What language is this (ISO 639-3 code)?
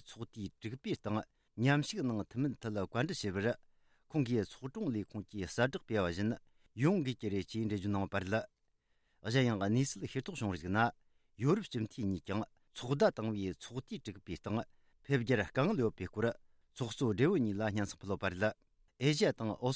bod